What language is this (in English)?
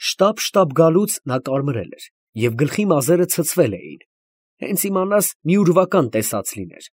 Armenian